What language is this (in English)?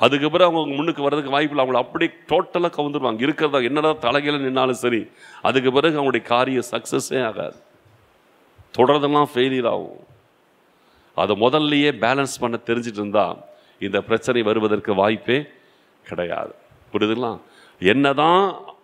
Tamil